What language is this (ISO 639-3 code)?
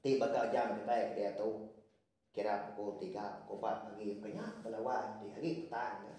iba